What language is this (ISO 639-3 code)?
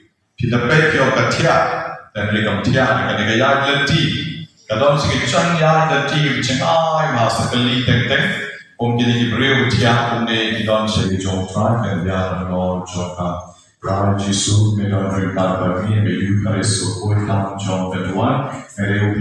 kha